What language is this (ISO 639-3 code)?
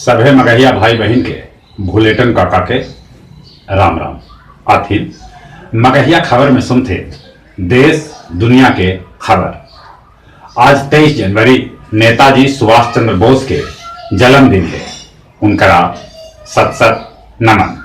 mag